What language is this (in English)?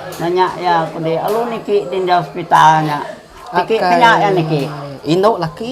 Iban